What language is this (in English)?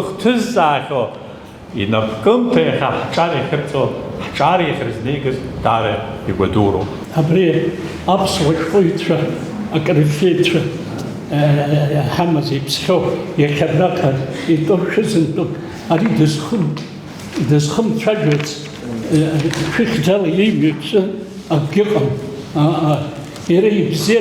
Abkhazian